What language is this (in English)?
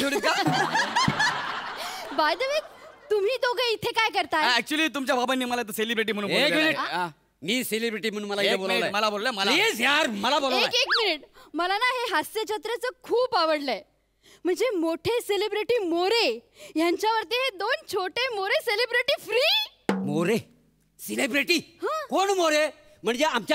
Marathi